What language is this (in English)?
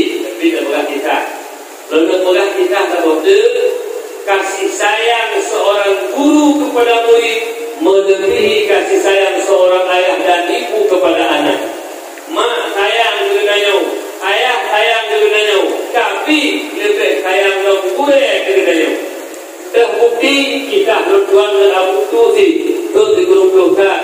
Achinese